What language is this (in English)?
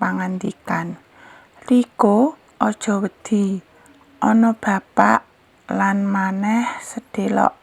Javanese